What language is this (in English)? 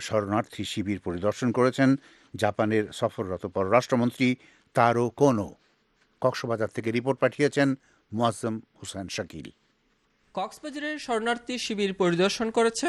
Bangla